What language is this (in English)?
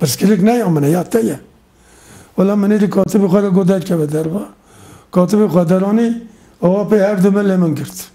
Kurdish